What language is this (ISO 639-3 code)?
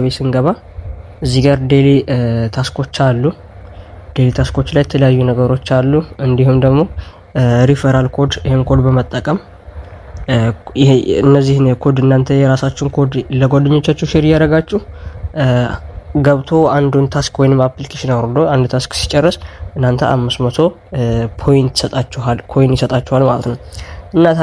amh